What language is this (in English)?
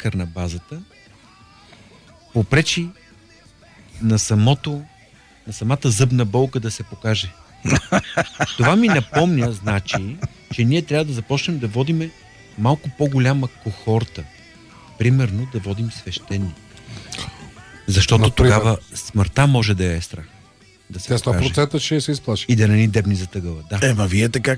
Bulgarian